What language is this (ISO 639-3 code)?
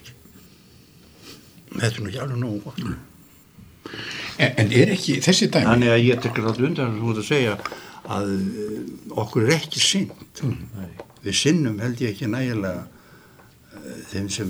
isl